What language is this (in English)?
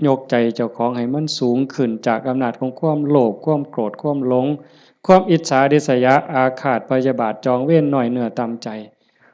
Lao